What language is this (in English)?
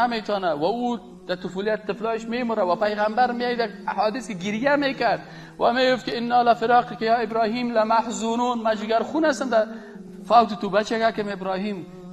Persian